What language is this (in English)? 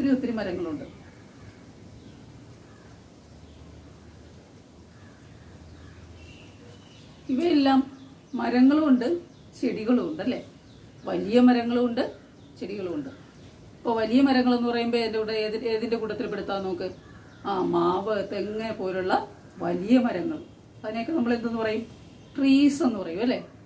Malayalam